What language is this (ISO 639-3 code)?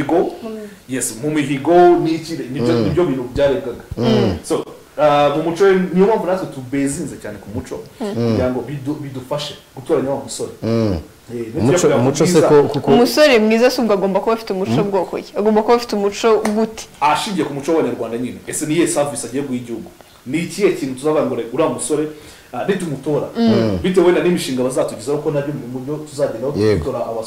kin